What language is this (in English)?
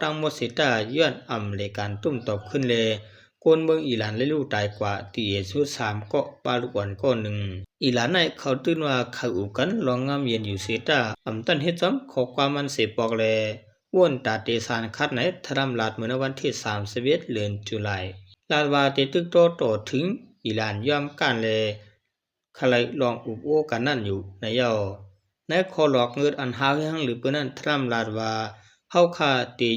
Shan